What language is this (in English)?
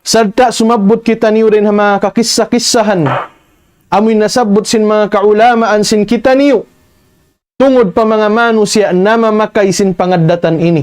Tausug